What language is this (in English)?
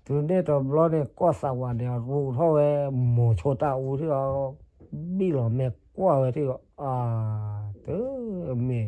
S'gaw Karen